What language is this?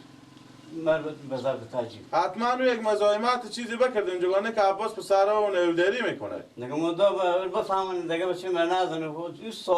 Persian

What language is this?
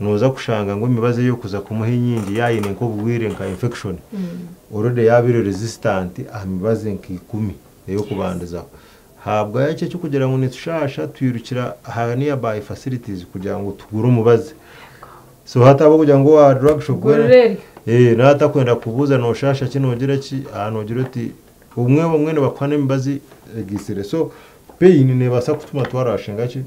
Nyankole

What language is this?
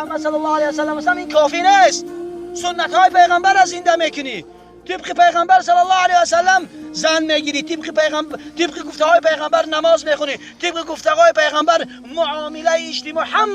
Tajik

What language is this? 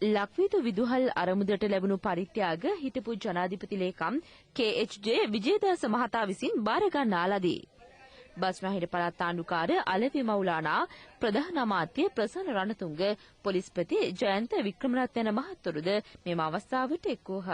Sinhala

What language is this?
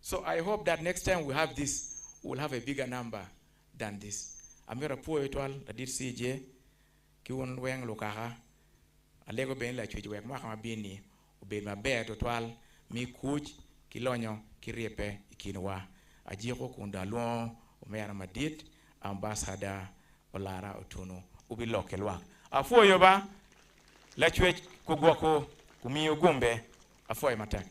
Acoli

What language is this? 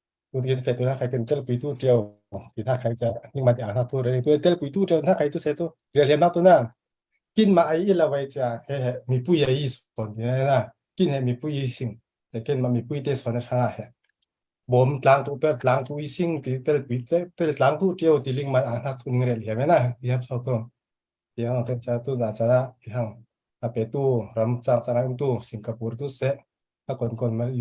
Falam Chin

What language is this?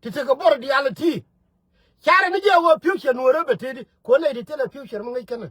Nuer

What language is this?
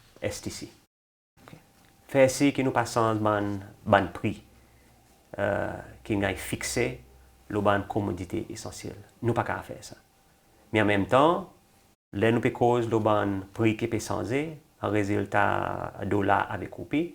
Seselwa Creole French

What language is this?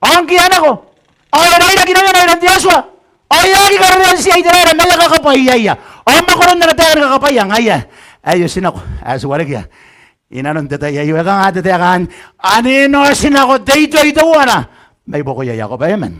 Gilbertese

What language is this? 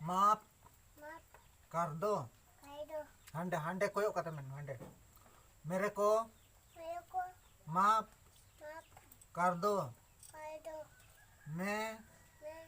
Santali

